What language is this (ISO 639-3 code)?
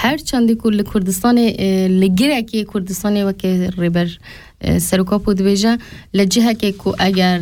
kur